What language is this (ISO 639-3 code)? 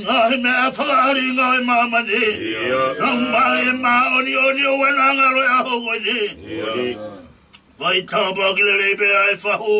ton